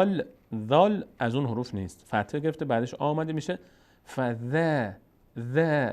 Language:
Persian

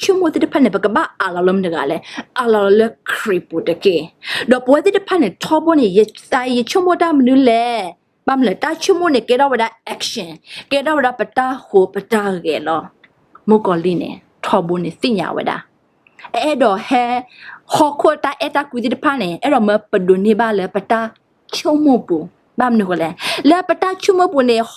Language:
S'gaw Karen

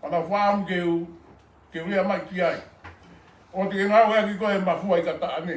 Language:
Tongan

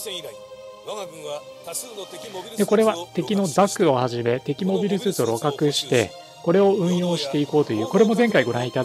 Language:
Japanese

